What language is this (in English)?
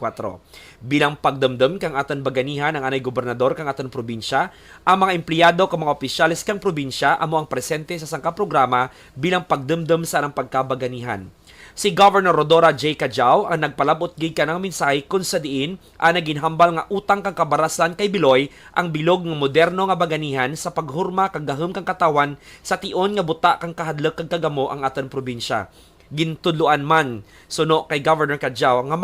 Kinaray-a